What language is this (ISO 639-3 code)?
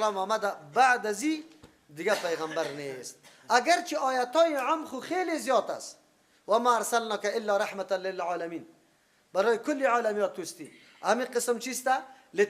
fas